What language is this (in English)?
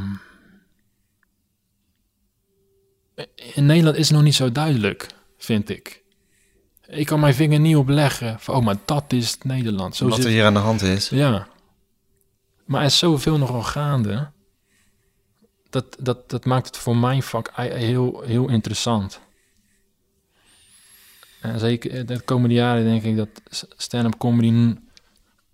Dutch